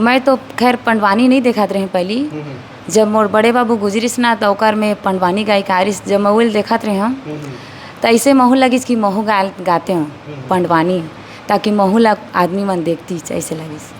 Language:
Chhattisgarhi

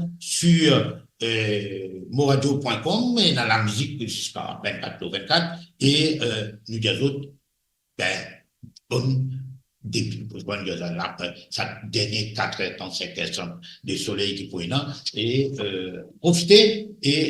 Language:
Morisyen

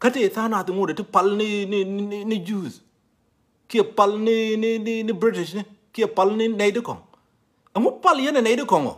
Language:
Nuer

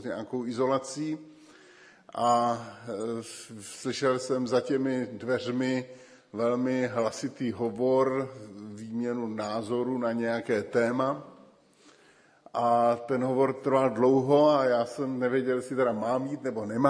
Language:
Czech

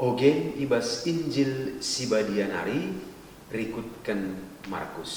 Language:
Batak Karo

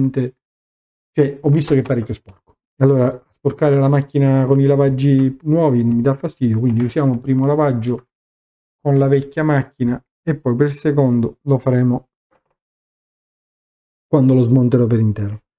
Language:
Italian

